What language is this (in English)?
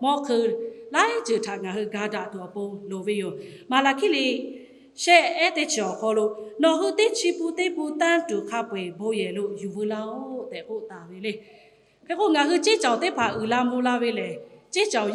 Lahu